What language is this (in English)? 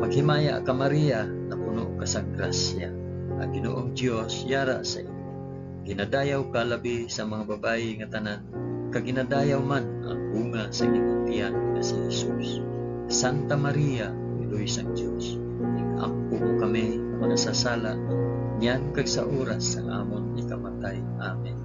Hiligaynon